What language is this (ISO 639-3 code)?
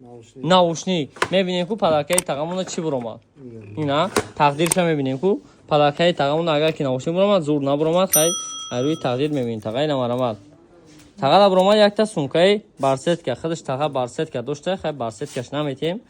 tgk